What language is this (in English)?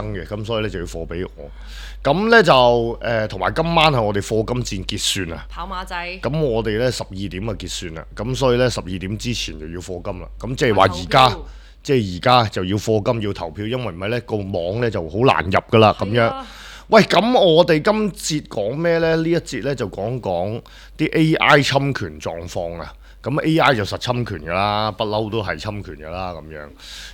Cantonese